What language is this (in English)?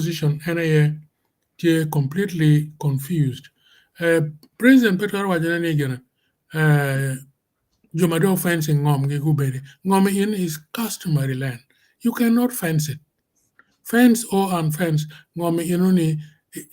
Acoli